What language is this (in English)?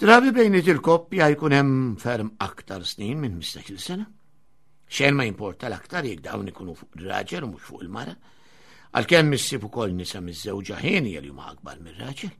Maltese